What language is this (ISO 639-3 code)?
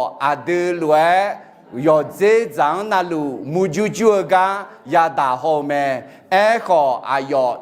ahk